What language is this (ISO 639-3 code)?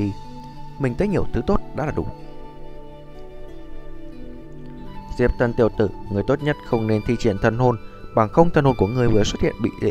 vie